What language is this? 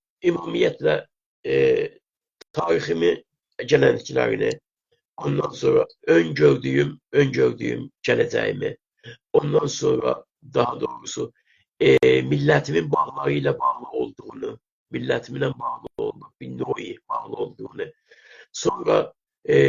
South Azerbaijani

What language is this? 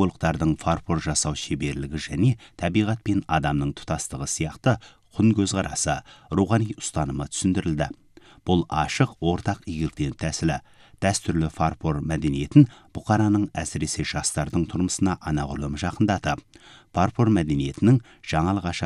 Kazakh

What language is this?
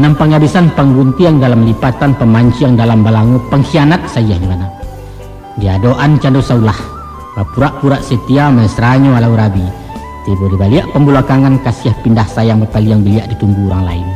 Minangkabau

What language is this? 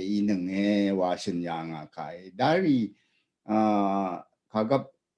Rawang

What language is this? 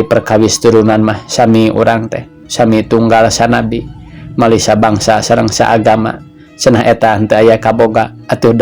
Sundanese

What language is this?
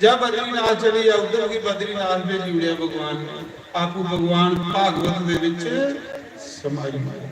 Dogri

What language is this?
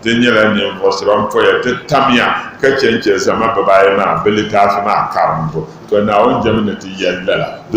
Dagbani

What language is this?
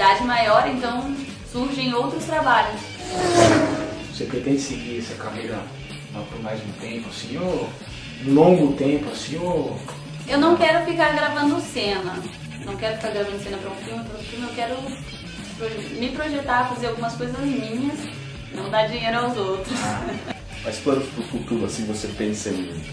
Portuguese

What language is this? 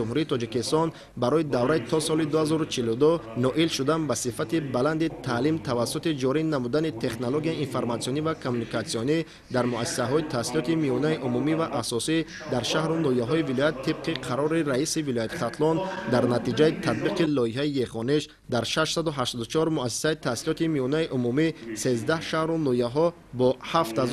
Tajik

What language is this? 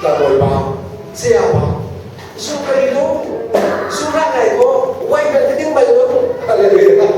Hakha Chin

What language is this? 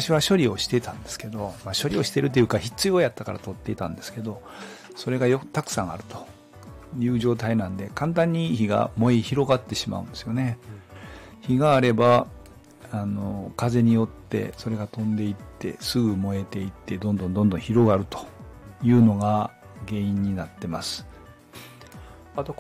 Japanese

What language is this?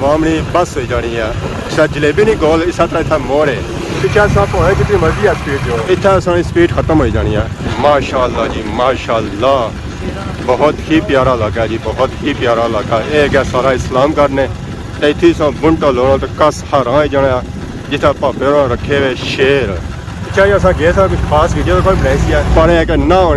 Pahari-Potwari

